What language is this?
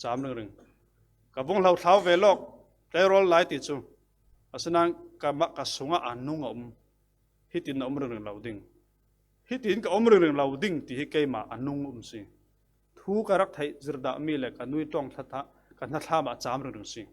Falam Chin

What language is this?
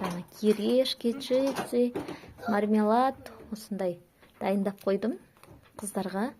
Kazakh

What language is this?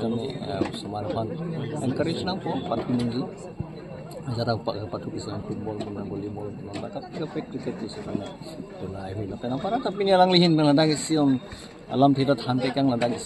Karbi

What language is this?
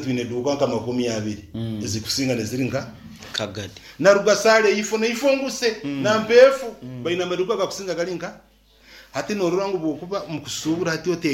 Nyankole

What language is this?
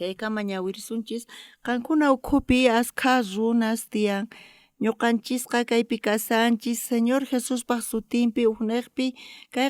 South Bolivian Quechua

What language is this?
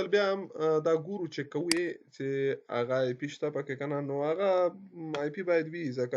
Pashto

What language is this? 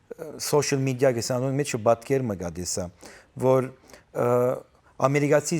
Western Armenian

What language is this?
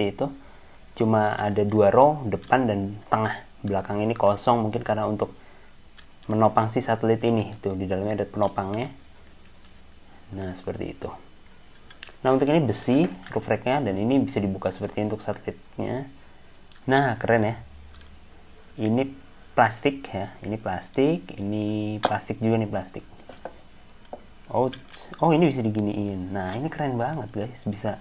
Indonesian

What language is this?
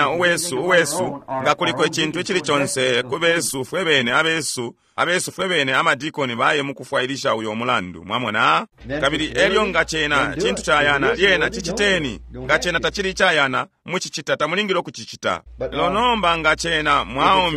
Bemba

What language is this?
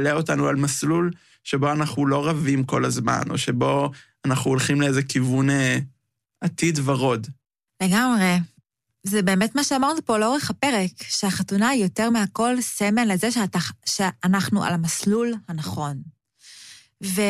Hebrew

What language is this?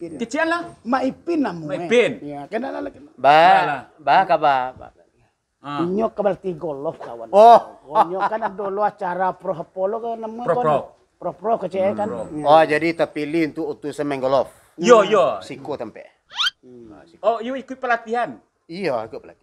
Minangkabau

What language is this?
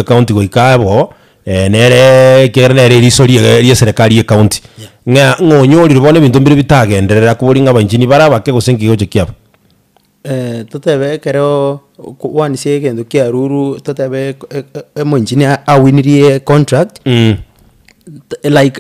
Gusii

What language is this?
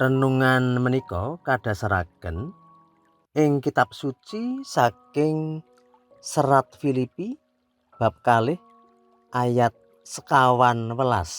Javanese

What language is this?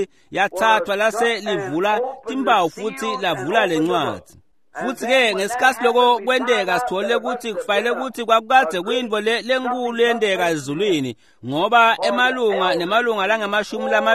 Swati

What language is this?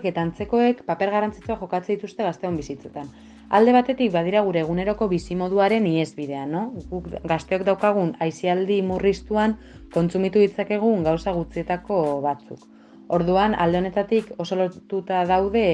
Basque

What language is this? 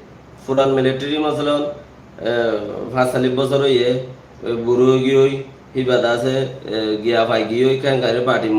Rohingya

